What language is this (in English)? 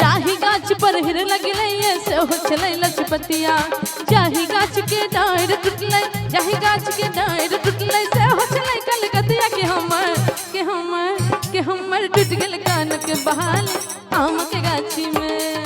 Maithili